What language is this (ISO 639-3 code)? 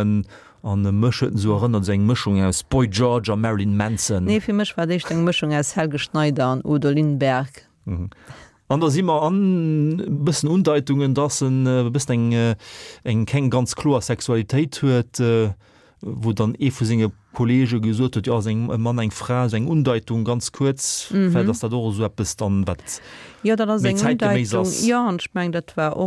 ltz